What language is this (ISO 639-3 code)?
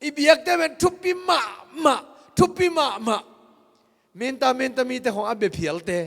ctd